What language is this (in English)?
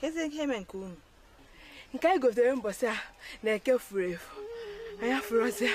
Igbo